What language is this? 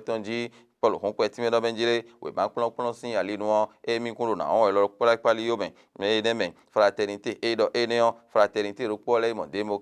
Fon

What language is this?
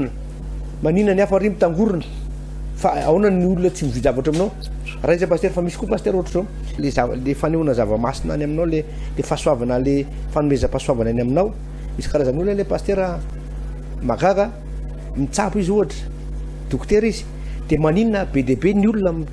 Malagasy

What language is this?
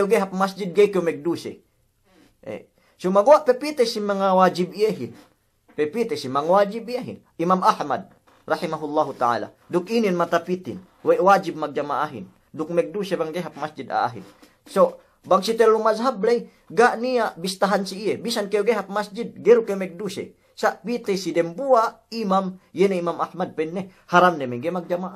Yakan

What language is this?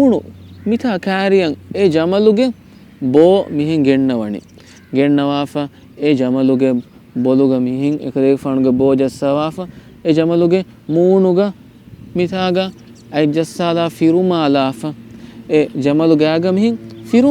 Divehi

